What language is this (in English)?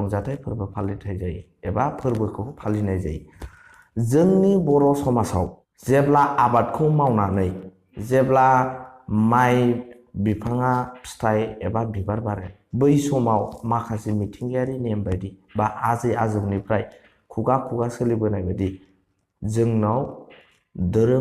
Bodo